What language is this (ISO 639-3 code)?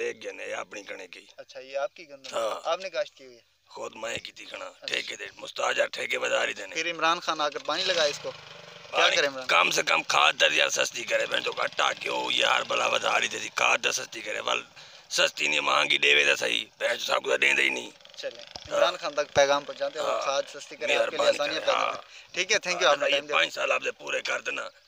skr